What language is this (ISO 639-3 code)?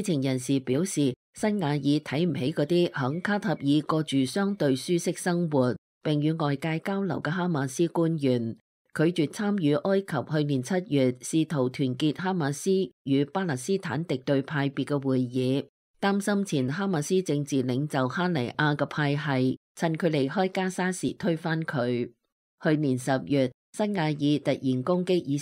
yue